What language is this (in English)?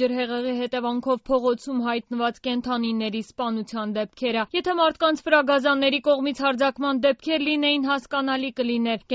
Armenian